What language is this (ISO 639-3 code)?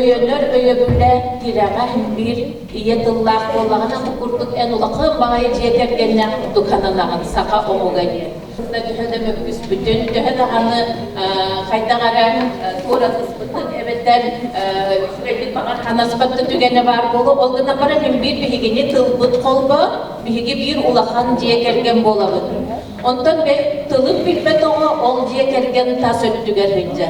sah